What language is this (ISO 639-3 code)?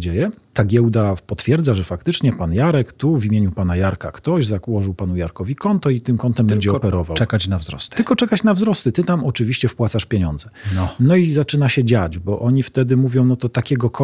pol